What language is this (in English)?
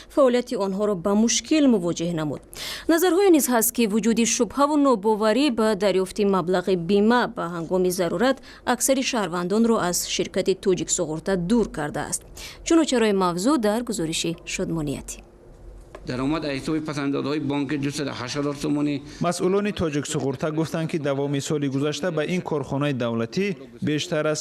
Tajik